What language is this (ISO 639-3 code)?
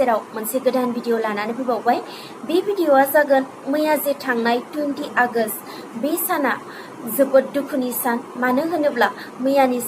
brx